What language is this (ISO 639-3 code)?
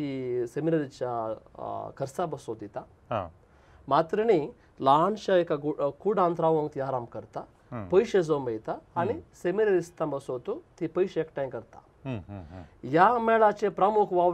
kok